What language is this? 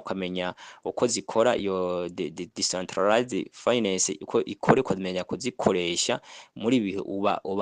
Rundi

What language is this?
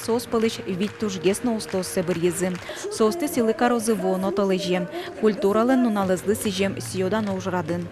Udmurt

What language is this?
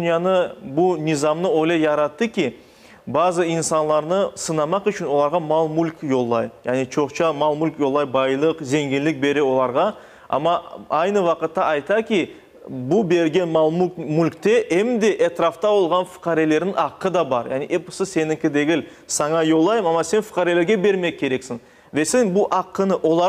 Crimean Tatar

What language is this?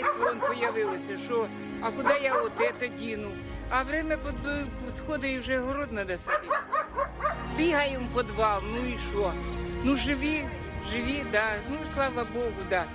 Chinese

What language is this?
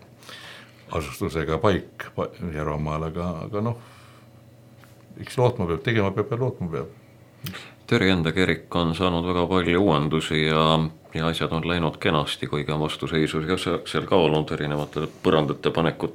Estonian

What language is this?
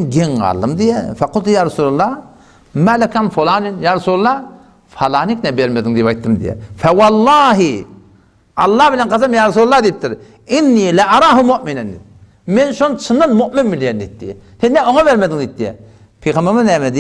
Turkmen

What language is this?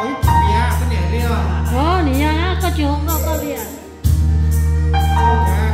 Vietnamese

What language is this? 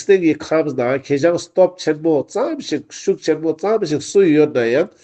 Ladakhi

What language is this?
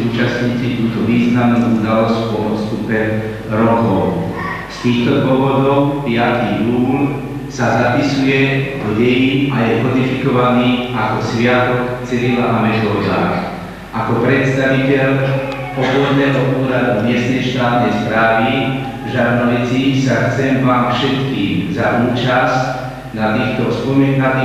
Slovak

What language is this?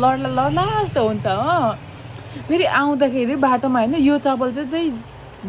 Nepali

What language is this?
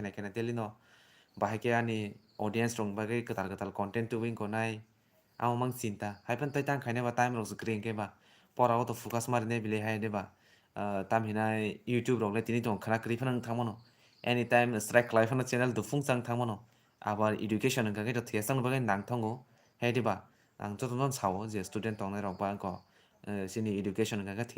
Kok Borok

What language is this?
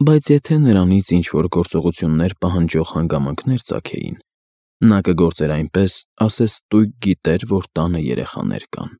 Armenian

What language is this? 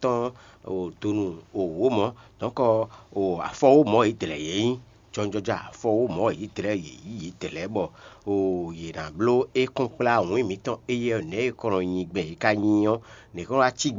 Fon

